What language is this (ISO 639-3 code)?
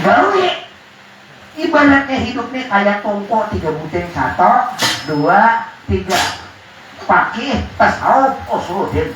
bjn